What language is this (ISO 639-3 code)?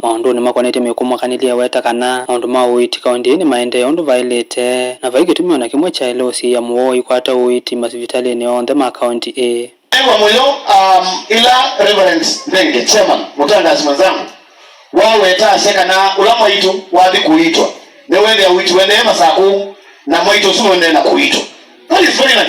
kam